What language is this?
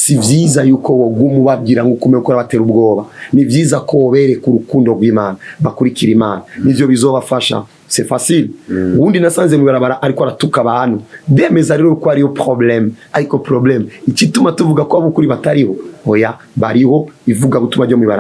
Rundi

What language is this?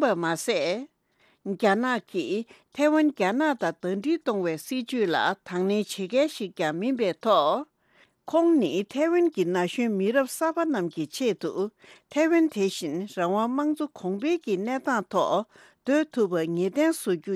Tibetan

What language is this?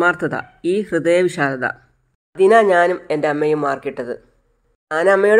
Malayalam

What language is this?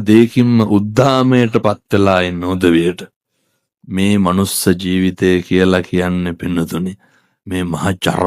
Sinhala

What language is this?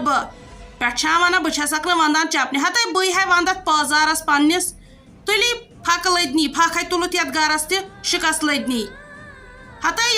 Kashmiri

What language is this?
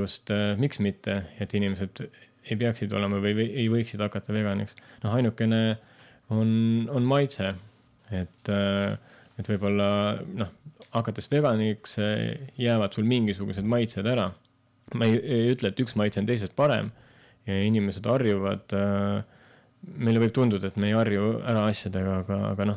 Estonian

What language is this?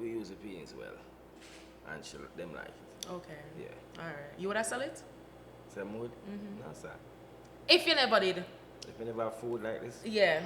Jamaican Creole English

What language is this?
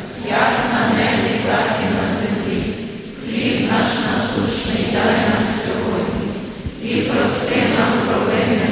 Ukrainian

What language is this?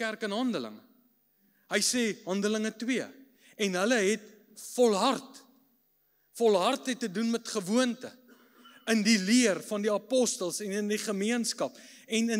Afrikaans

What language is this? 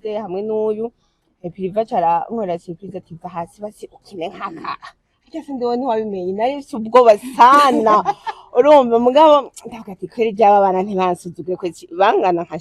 Rundi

